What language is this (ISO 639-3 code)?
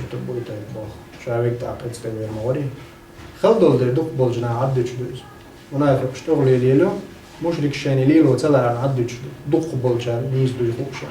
che